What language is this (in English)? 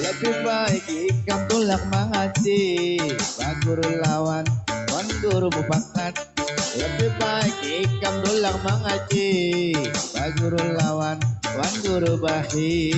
Banjar